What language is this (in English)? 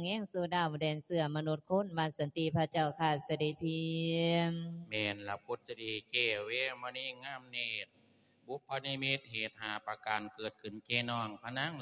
Lao